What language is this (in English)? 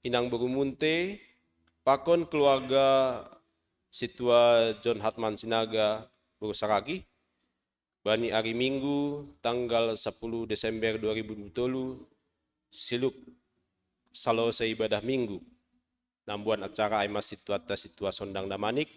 Batak Simalungun